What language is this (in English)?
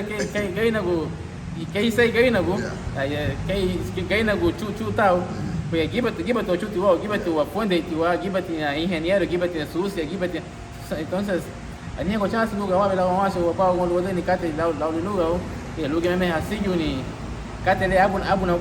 Garifuna